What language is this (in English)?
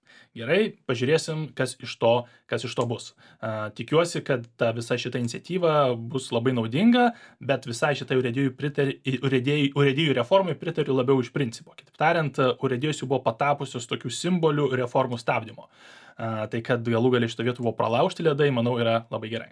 Lithuanian